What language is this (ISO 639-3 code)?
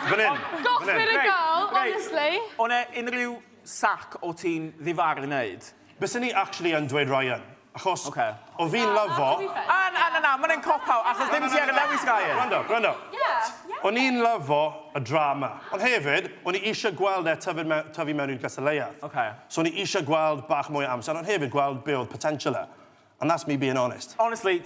cym